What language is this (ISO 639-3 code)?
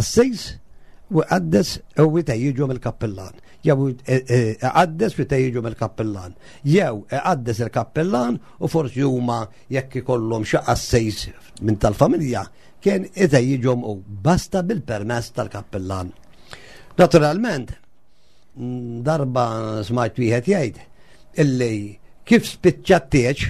mlt